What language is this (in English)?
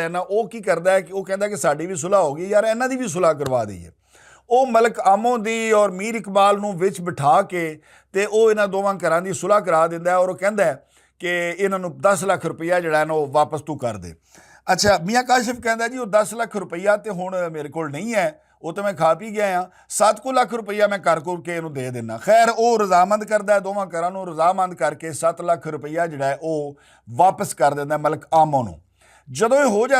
Western Panjabi